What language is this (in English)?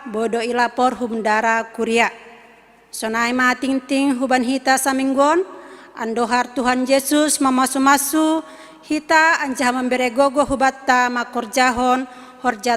Batak Simalungun